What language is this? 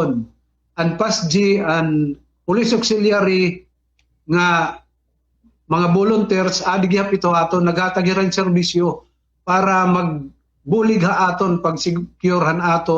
Waray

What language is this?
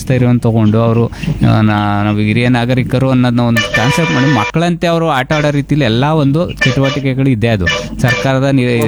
Kannada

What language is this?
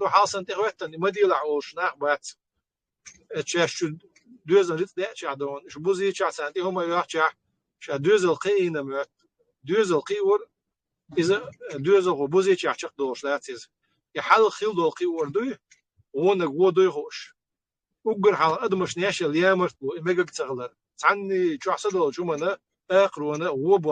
Chechen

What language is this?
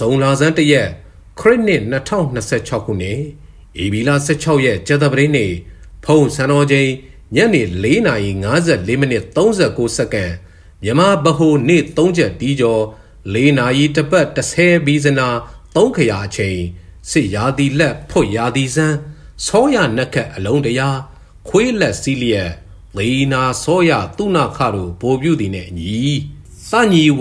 Burmese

